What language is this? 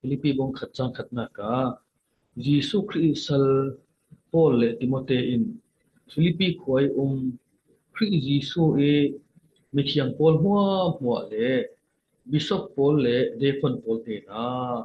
Falam Chin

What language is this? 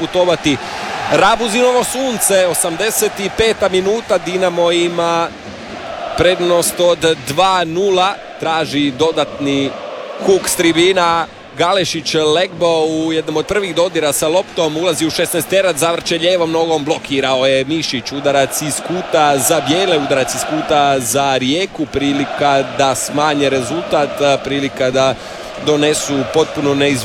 Croatian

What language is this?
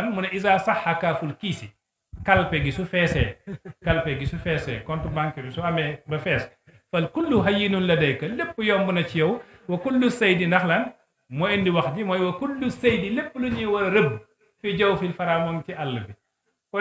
Wolof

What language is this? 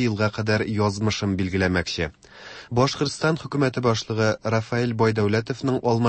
Tatar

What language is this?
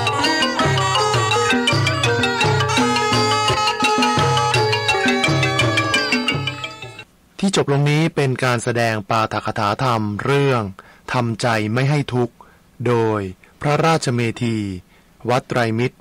Thai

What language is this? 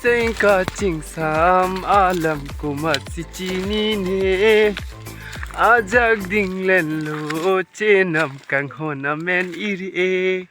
Karbi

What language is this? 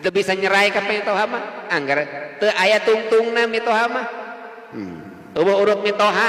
Sundanese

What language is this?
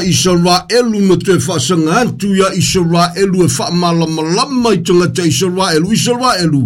Samoan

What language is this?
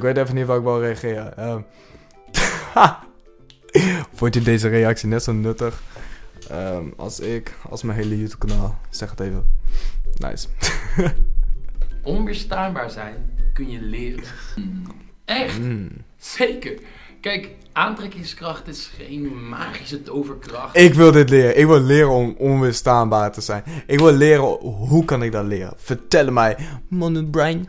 Dutch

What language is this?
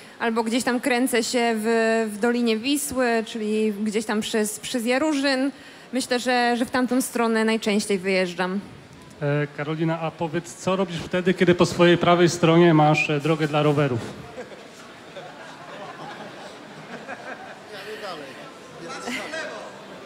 Polish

